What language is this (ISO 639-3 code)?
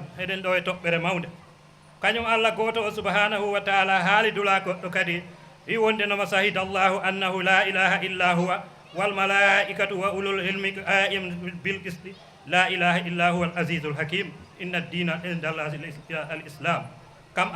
ful